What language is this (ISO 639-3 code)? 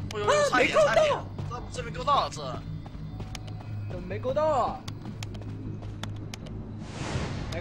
zho